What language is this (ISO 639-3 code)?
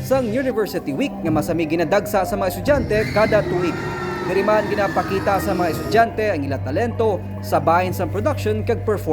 hil